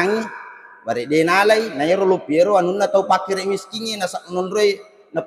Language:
Buginese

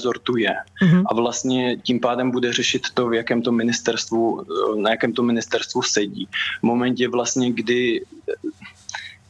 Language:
Czech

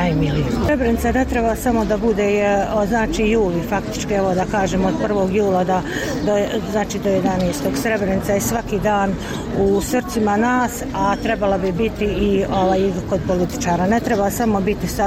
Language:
Bosnian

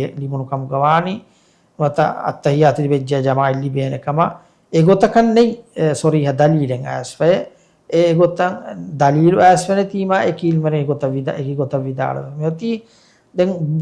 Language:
Divehi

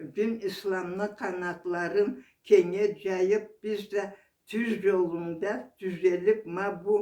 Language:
Karachay-Balkar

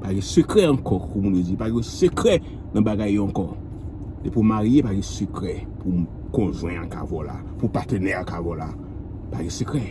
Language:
Haitian Creole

